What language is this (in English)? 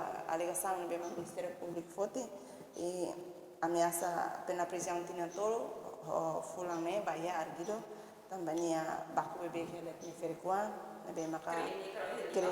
Tetum